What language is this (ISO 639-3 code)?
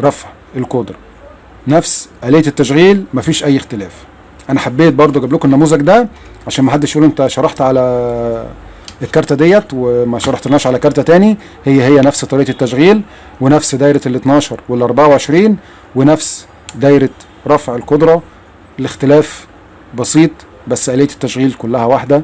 arz